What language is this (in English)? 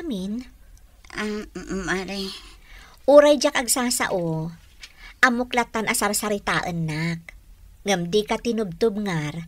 Iloko